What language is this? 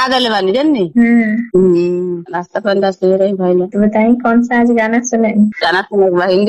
Bhojpuri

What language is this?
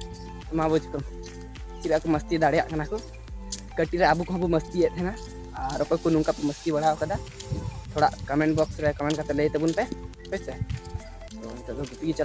Santali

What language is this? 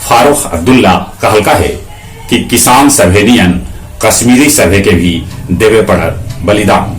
Magahi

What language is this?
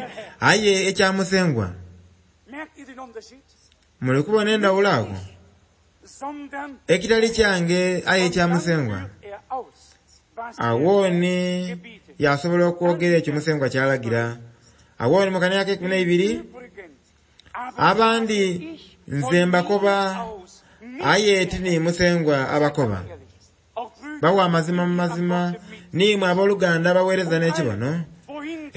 Soga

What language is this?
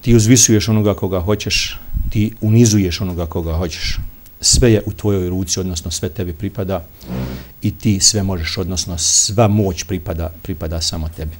Bosnian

